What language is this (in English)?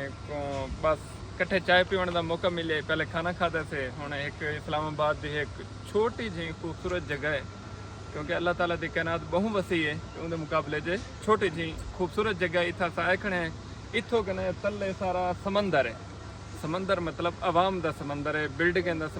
Saraiki